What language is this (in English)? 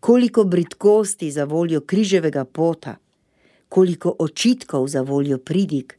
Slovenian